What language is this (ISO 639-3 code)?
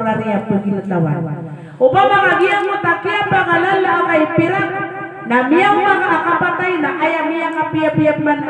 mrw